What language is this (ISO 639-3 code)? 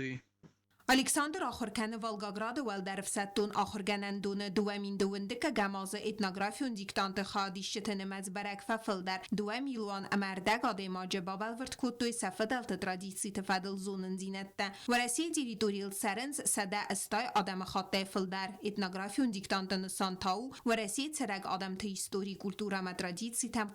oss